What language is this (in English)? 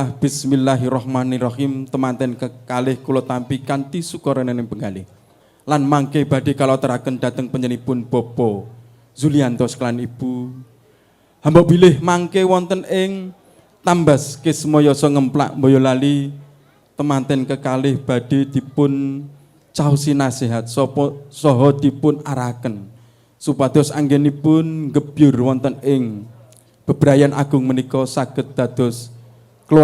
Javanese